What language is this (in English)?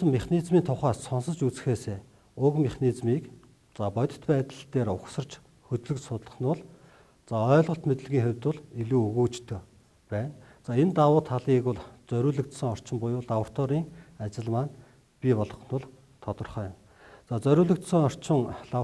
Mongolian